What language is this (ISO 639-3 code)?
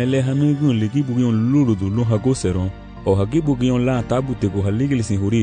cab